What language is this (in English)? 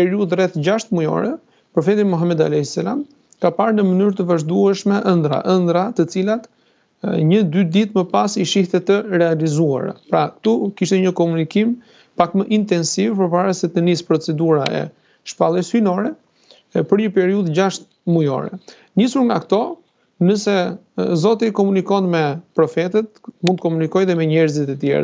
Albanian